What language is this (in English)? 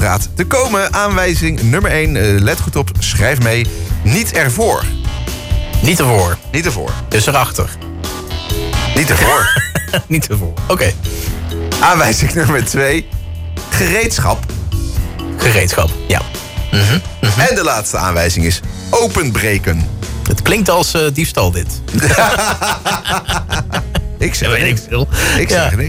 Dutch